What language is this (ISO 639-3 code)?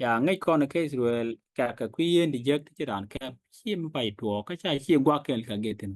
nus